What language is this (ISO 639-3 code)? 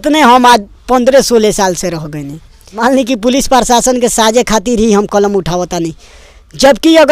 bho